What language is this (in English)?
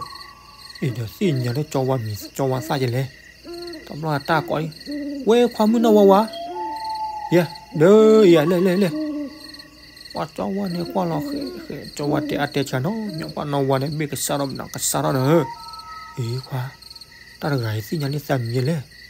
S'gaw Karen